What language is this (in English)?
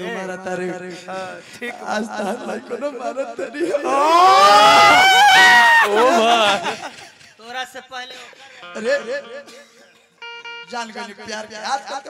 Bhojpuri